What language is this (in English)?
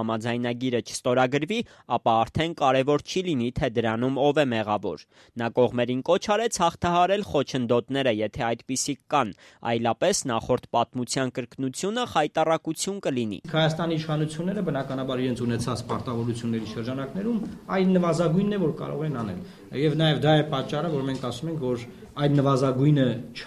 Armenian